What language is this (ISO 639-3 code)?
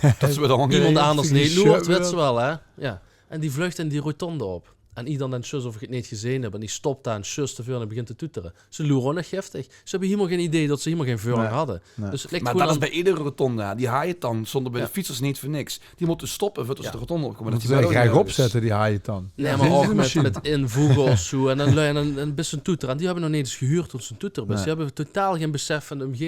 lim